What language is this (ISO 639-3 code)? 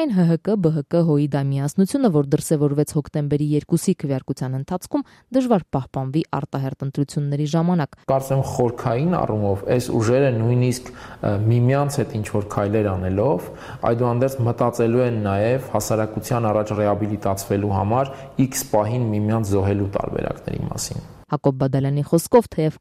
hye